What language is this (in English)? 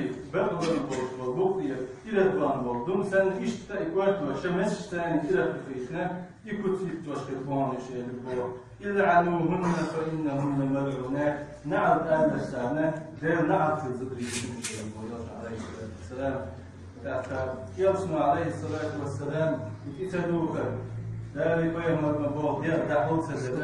Chechen